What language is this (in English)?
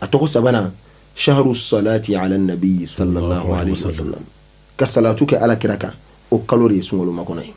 Bambara